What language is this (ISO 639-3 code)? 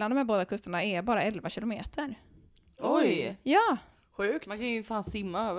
swe